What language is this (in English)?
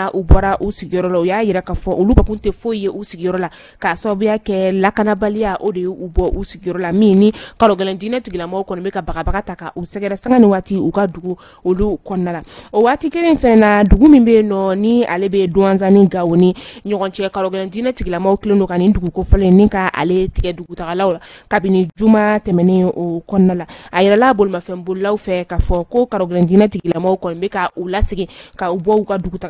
Bambara